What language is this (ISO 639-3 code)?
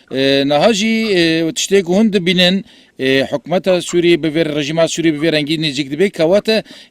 kur